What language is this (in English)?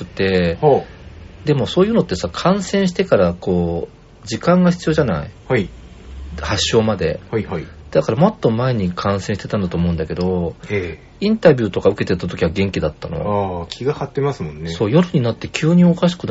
Japanese